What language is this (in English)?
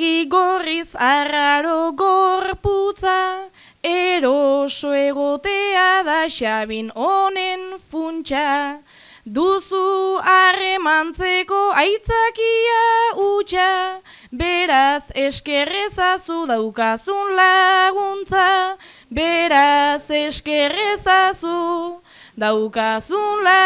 Basque